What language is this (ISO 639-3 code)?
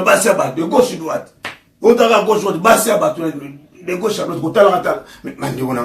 lin